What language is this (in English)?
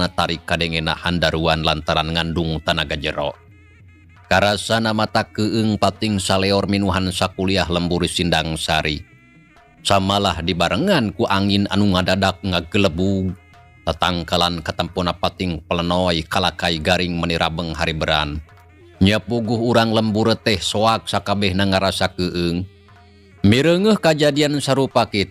Sundanese